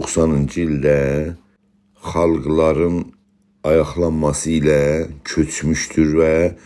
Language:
South Azerbaijani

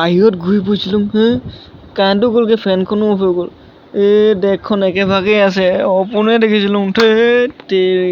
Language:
Assamese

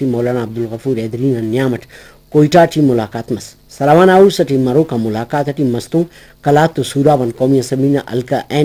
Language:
Brahui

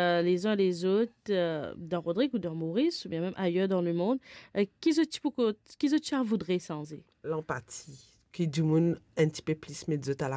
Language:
Morisyen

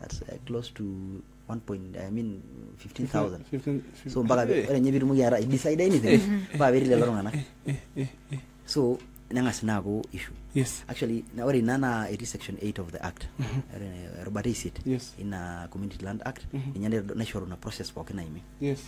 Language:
Masai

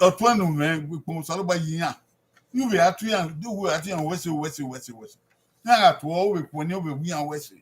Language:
Bini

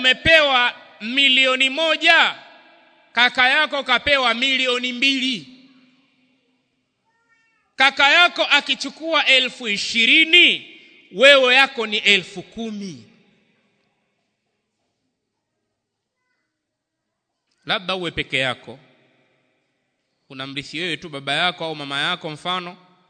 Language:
Swahili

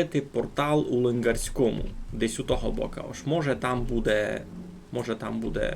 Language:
Rusyn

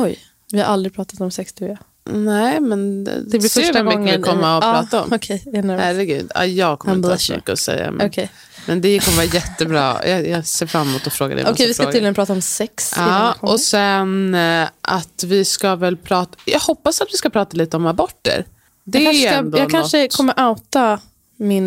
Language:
Swedish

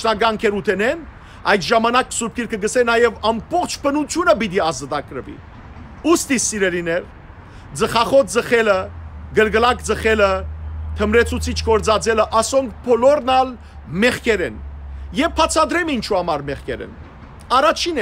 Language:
Western Armenian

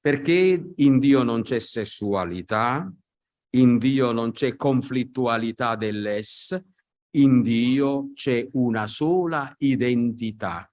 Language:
Italian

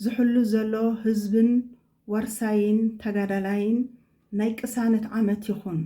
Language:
Tigrinya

